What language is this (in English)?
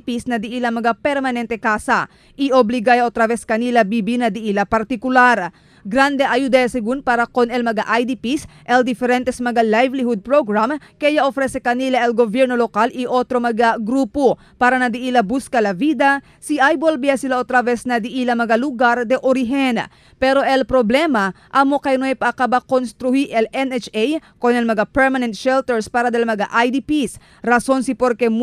Chavacano